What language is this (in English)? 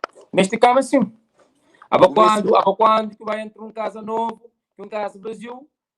Kabuverdianu